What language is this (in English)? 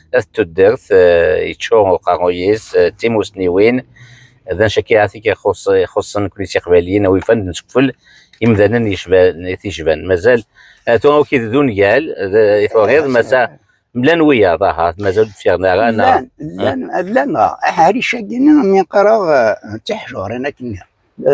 Kabyle